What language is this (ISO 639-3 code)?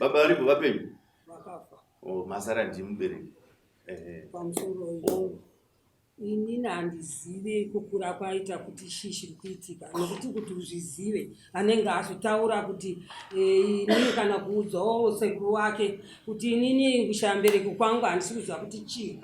sna